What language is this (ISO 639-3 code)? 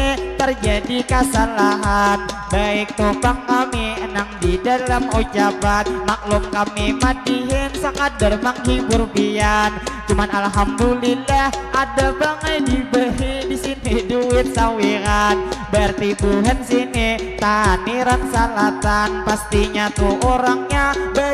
bjn